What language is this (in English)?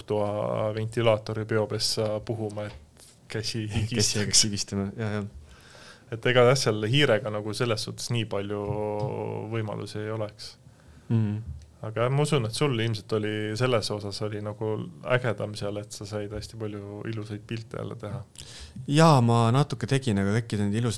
Estonian